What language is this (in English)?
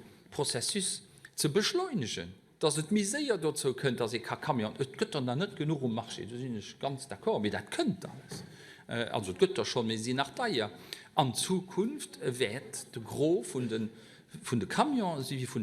Luxembourgish